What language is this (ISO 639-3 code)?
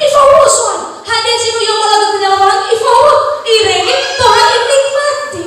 nia